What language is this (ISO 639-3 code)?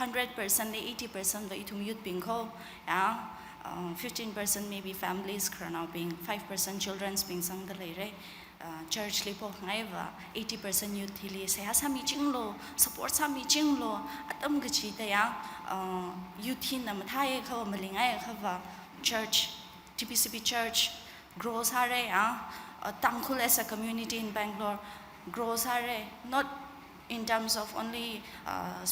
nmf